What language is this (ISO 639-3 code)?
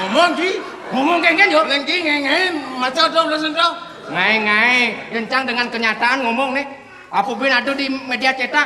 ban